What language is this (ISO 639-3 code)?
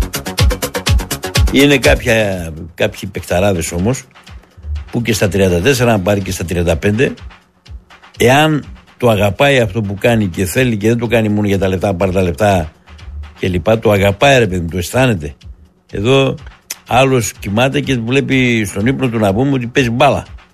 ell